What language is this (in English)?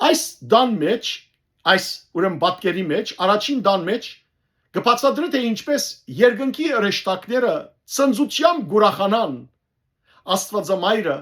Western Armenian